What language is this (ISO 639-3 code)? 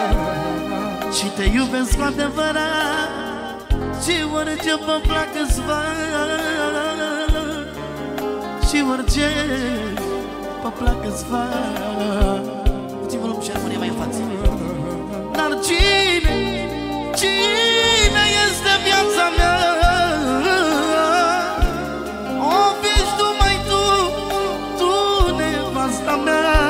ron